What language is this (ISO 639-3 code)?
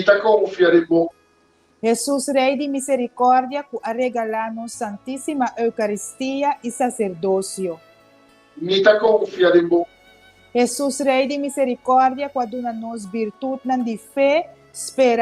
pap